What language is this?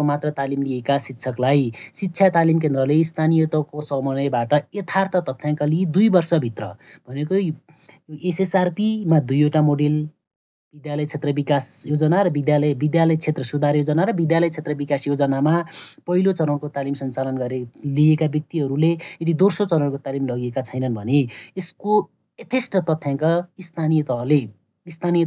Nepali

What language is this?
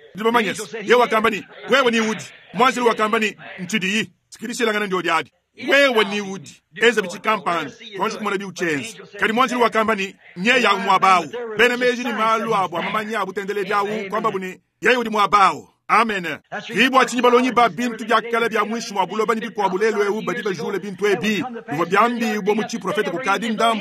Luba-Lulua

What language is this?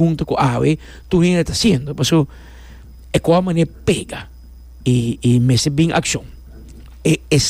Papiamento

